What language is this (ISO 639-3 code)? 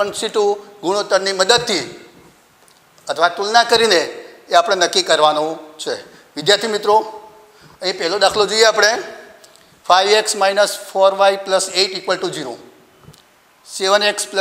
guj